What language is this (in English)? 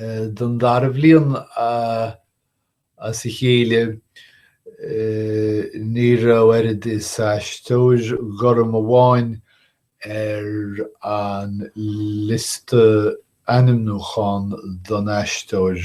Irish